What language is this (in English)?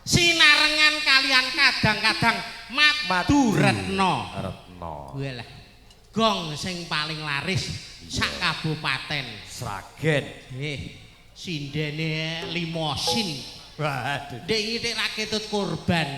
Javanese